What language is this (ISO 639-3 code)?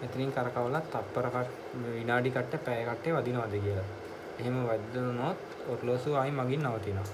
sin